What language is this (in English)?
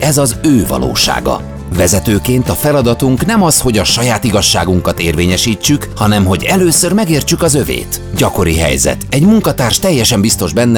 Hungarian